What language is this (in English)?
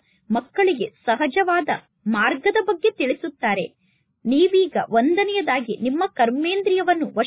Kannada